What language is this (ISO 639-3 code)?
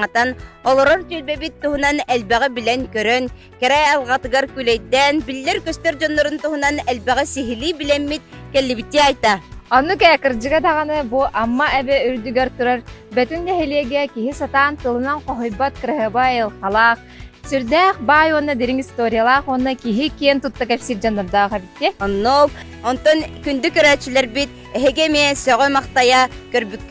sah